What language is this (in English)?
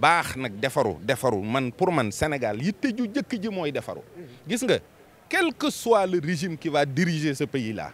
Wolof